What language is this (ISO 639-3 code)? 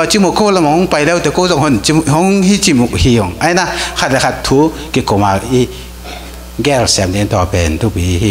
ctd